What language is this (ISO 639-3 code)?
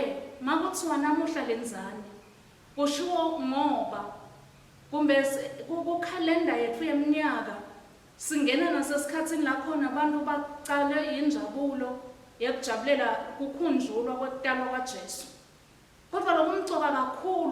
ssw